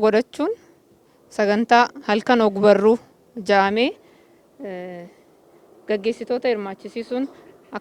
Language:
Oromo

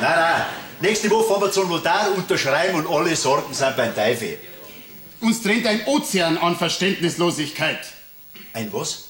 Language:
Bavarian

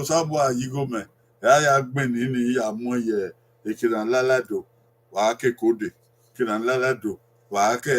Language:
Bini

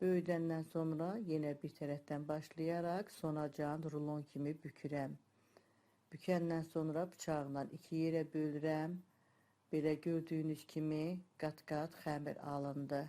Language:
Azerbaijani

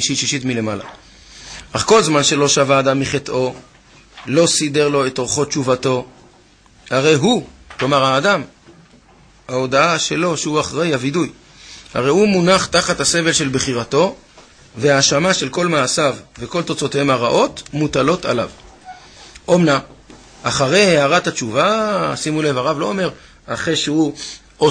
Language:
Hebrew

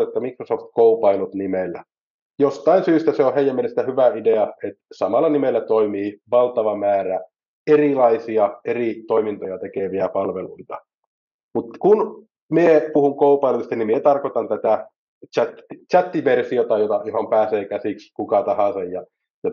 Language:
Finnish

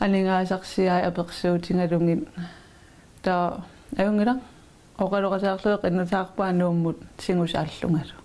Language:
Kalaallisut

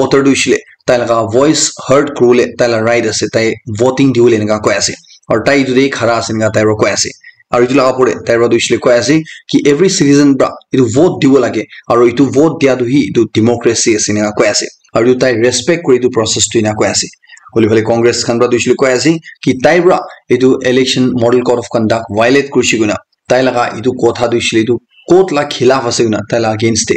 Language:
Naga Pidgin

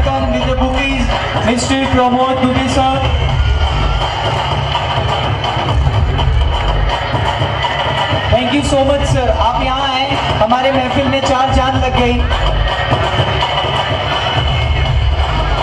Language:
Hindi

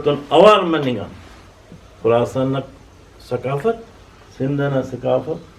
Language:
Brahui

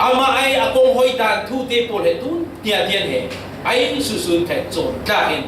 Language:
Falam Chin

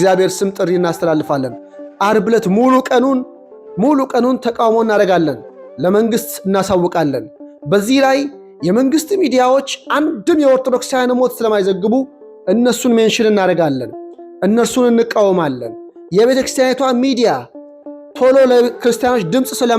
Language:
Amharic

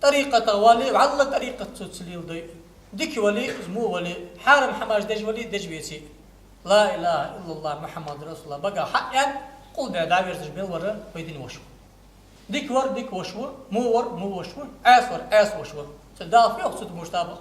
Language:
Ingush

